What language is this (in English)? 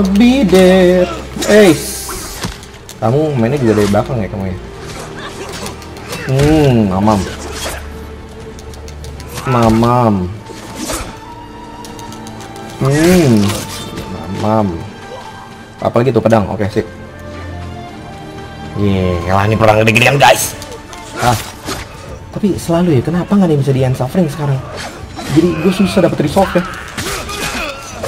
Indonesian